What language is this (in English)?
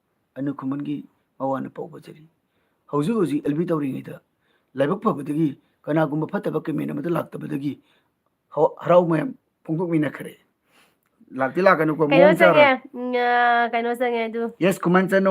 Manipuri